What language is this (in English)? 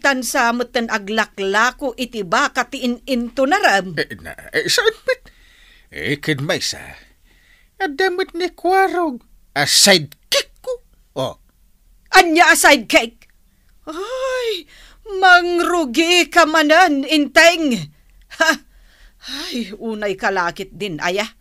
Iloko